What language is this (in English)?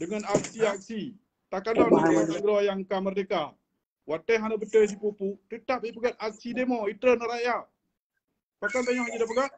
Achinese